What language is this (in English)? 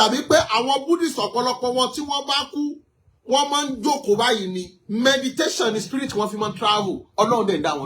Yoruba